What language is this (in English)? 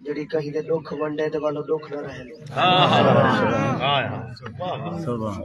Saraiki